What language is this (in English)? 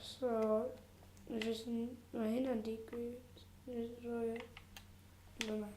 Welsh